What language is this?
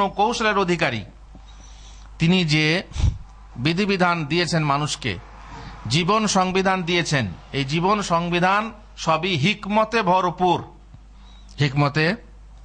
Bangla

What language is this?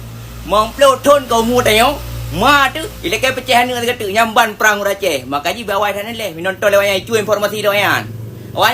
Achinese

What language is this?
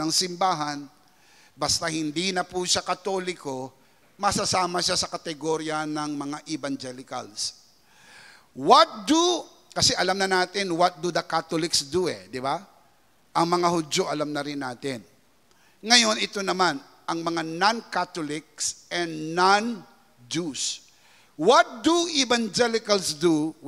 Filipino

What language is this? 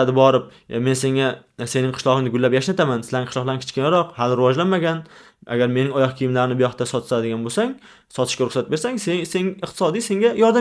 Uzbek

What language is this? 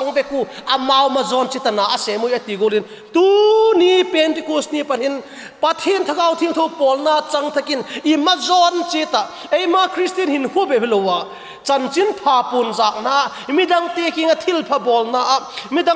Vaiphei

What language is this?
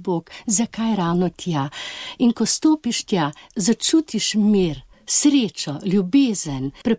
Slovenian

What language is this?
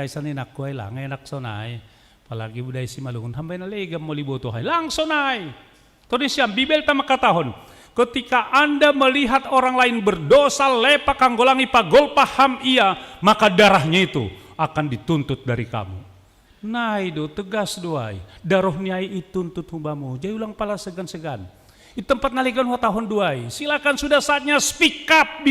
Batak Simalungun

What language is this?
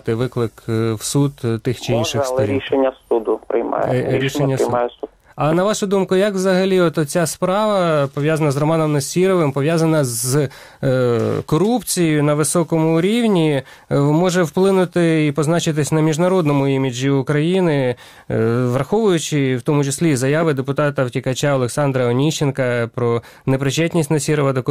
Ukrainian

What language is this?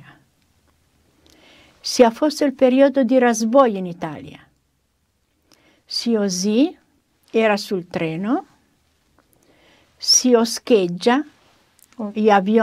Romanian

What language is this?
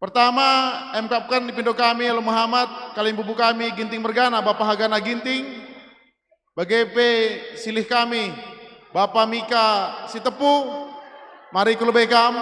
Batak Karo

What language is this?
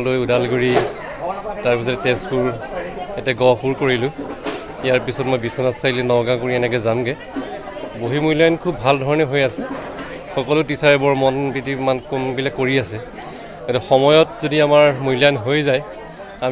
Assamese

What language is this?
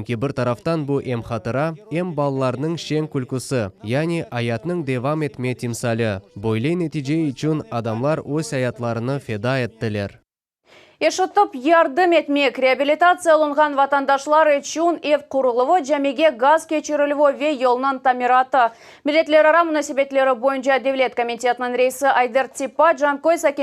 Crimean Tatar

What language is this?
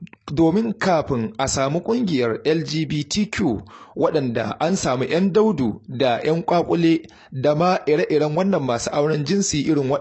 Hausa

